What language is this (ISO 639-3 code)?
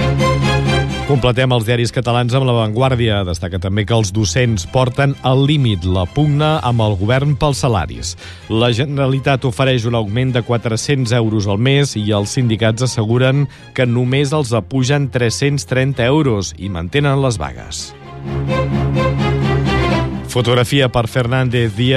cat